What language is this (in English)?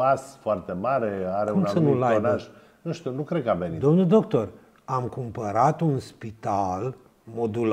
Romanian